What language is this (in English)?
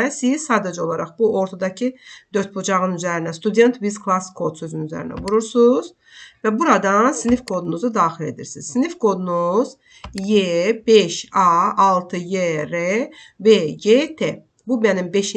Azerbaijani